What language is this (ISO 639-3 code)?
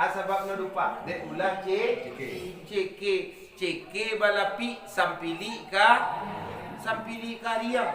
min